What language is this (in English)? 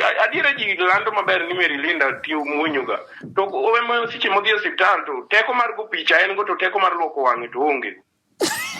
Luo (Kenya and Tanzania)